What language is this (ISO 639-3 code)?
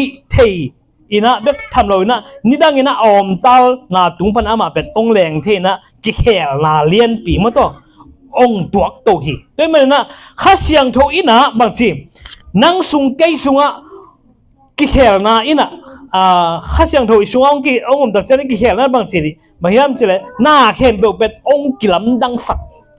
ctd